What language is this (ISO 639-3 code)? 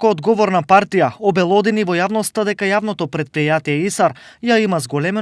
mkd